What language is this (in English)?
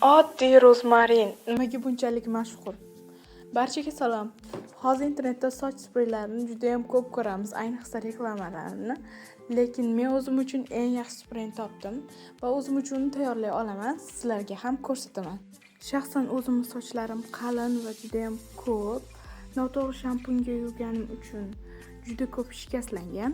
Uzbek